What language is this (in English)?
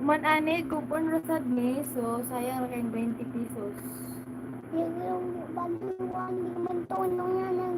Cebuano